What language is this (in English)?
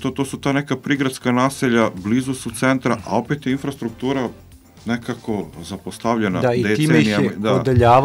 Serbian